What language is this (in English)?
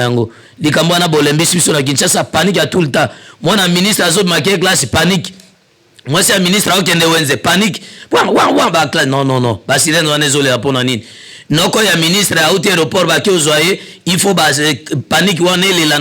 Lingala